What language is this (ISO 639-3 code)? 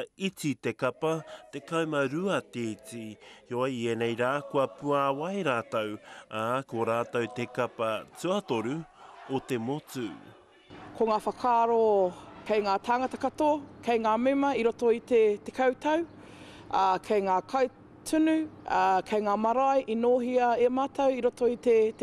mri